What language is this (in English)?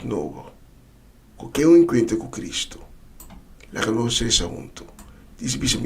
Papiamento